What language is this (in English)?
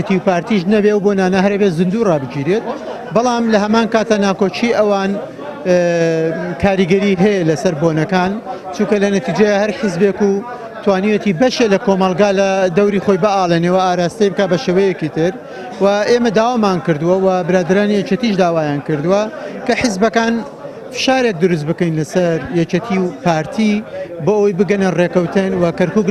Central Kurdish